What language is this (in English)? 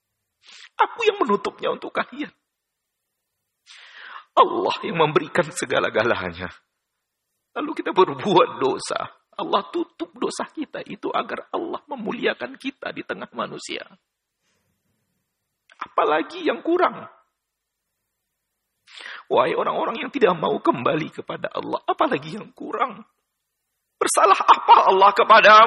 Indonesian